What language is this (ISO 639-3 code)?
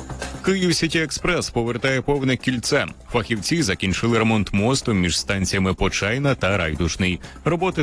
ukr